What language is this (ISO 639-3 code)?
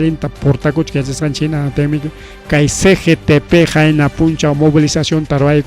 quy